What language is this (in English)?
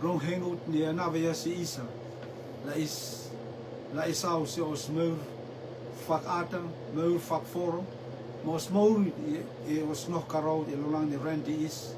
Rotuman